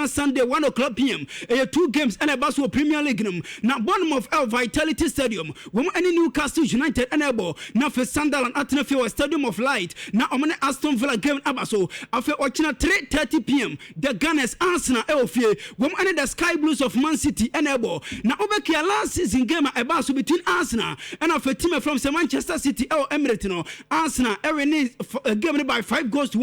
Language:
Akan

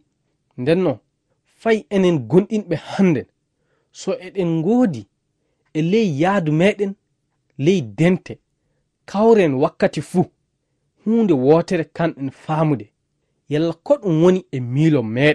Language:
Fula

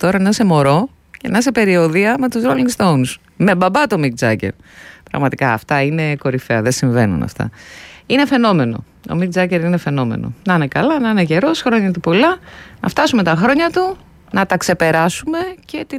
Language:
Greek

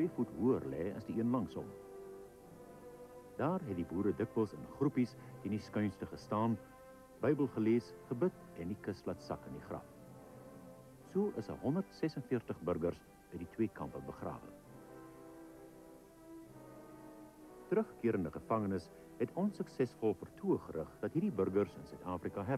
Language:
Afrikaans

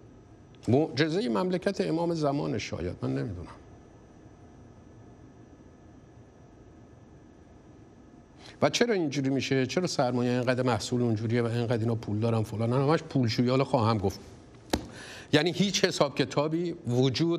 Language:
Persian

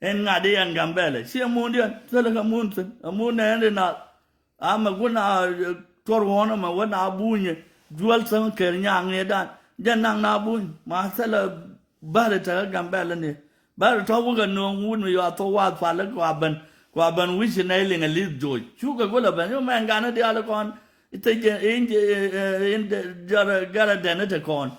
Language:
Nuer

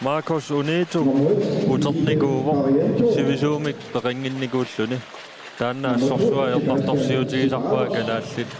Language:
Kalaallisut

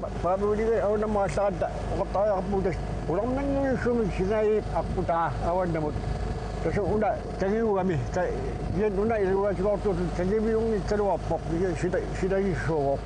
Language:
Kalaallisut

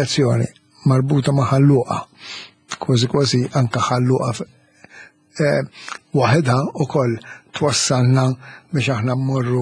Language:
Maltese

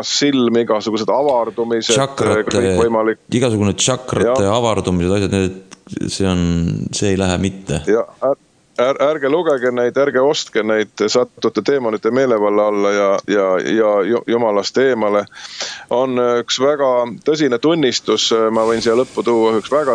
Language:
Estonian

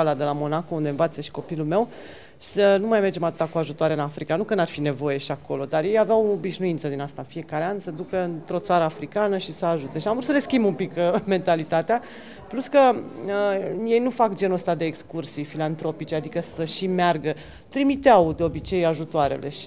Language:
Romanian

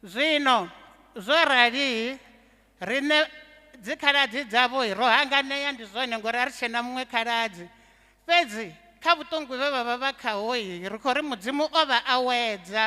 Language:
Venda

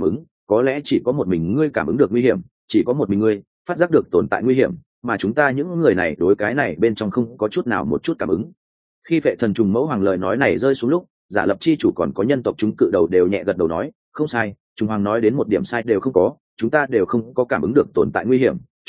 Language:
Vietnamese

